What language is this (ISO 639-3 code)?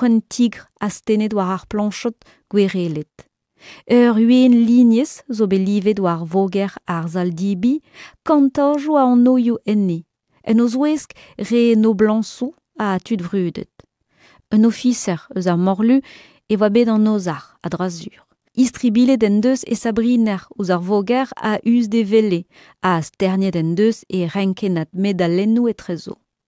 bre